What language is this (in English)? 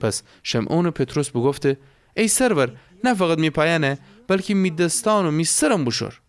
Gilaki